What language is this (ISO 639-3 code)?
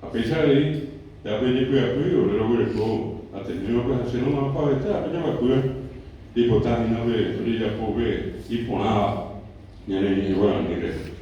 grn